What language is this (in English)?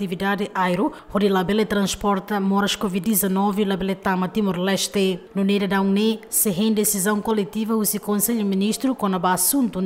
Tetum